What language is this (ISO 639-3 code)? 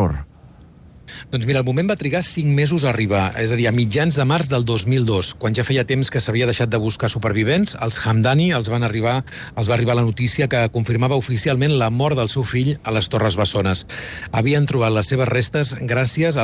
cat